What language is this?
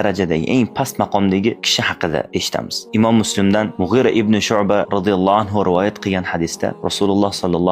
Uzbek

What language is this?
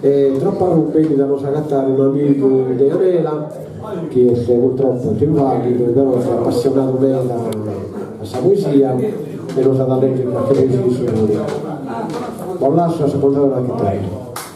Sardinian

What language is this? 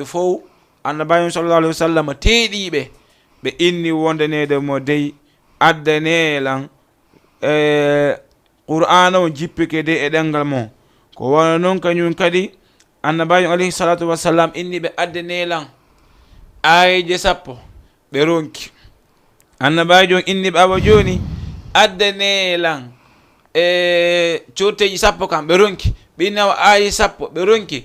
Fula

